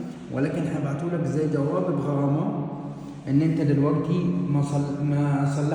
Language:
Egyptian Arabic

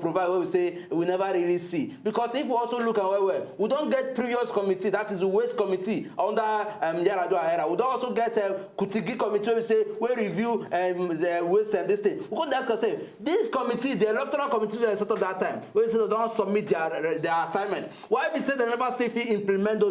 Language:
Nigerian Pidgin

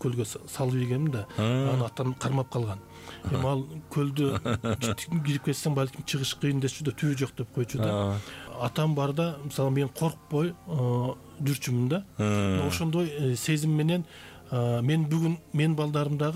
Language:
Kyrgyz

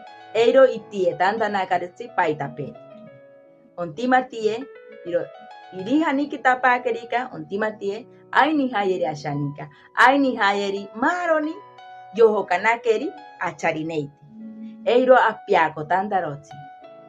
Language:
Asháninka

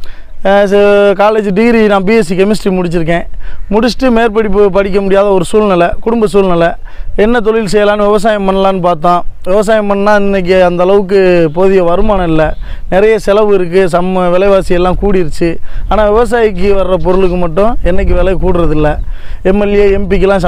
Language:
Tamil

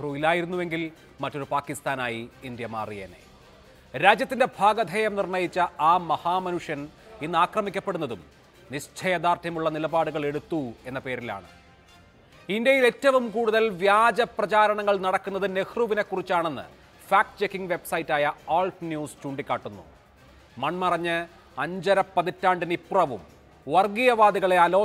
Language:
Malayalam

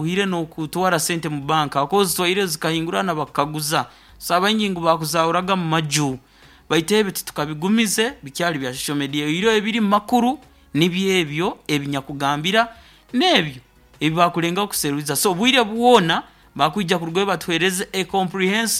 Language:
Nyoro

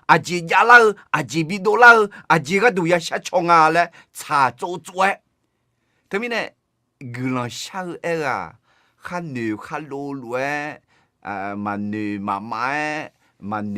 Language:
Akha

